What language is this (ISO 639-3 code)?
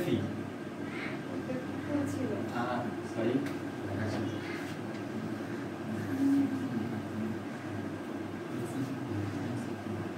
ben